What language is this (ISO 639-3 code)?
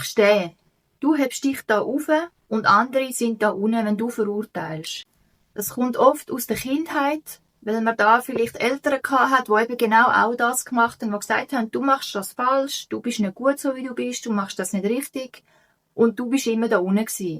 gsw